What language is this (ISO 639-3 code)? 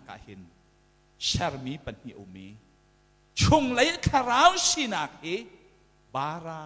cnh